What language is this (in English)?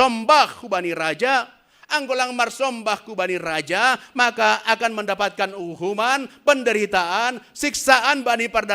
Batak Simalungun